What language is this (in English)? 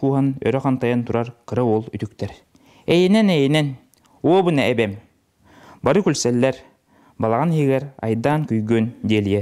Yakut